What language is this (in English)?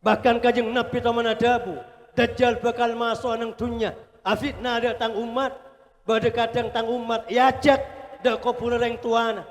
Madurese